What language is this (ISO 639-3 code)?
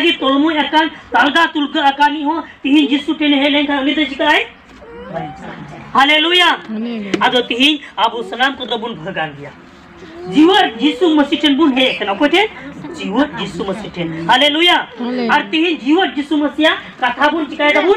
sat